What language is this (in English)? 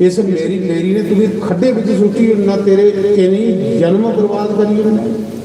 Dogri